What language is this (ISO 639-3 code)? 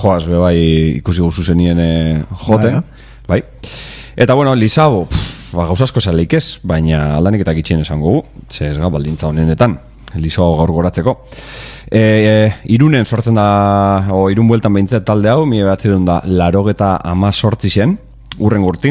eus